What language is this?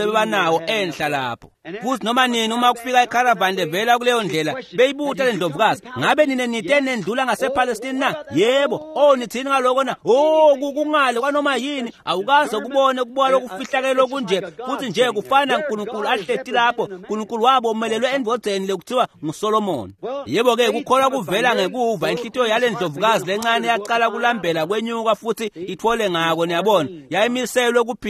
Swati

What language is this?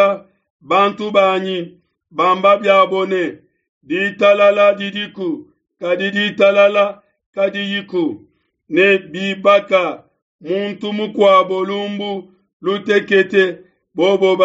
Luba-Lulua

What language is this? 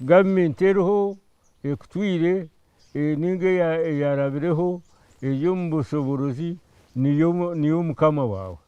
Nyankole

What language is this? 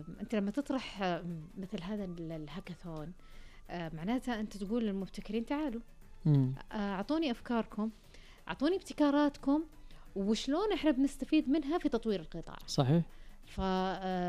Najdi Arabic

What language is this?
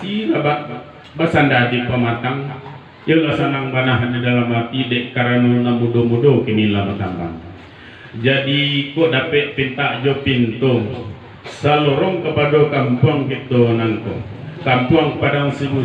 Minangkabau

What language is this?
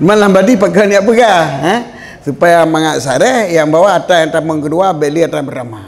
Achinese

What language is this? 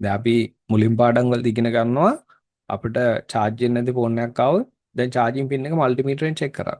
Sinhala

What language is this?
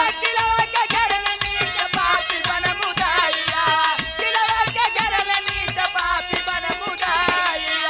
Bhojpuri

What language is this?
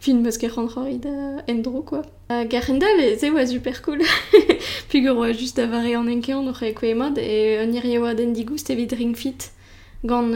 Breton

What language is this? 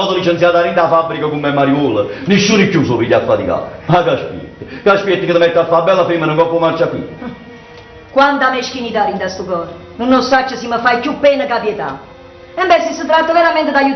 Neapolitan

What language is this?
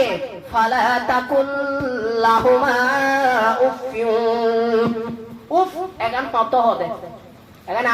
Rohingya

